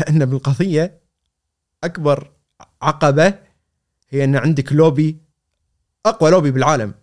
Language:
Gulf Arabic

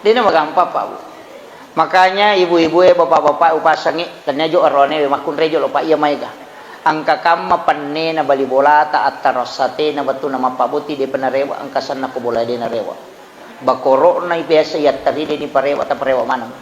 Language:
Buginese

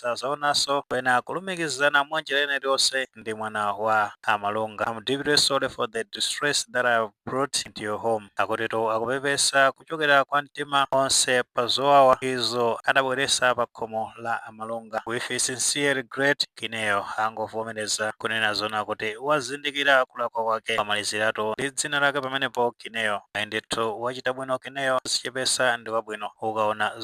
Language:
Nyanja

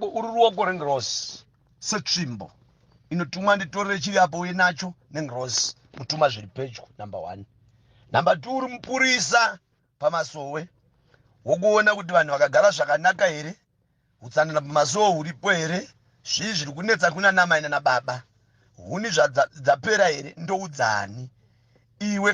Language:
Shona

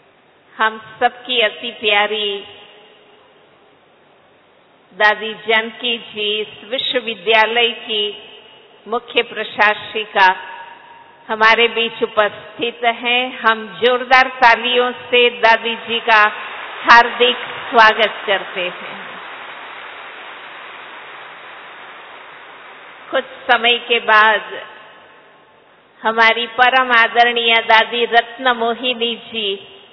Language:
Hindi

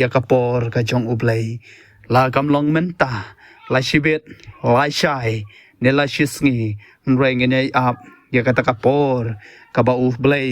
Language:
Khasi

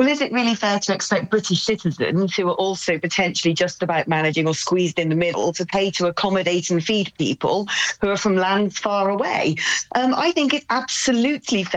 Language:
English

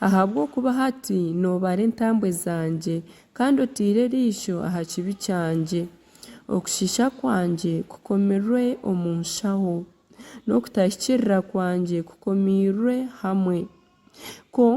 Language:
Nyankole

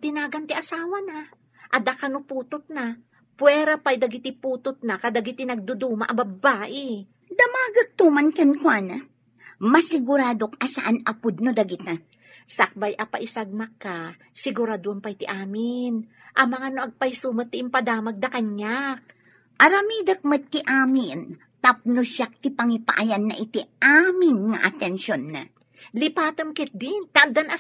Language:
Iloko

